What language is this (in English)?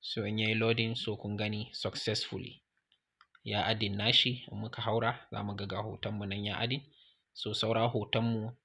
Hausa